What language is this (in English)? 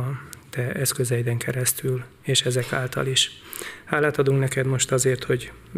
Hungarian